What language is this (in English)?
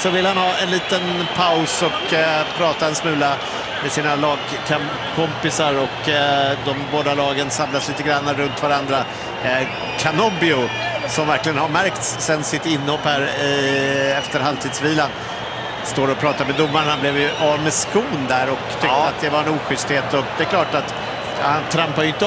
Swedish